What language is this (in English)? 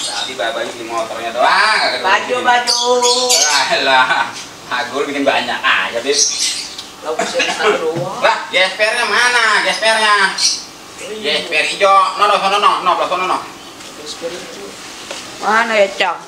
Betawi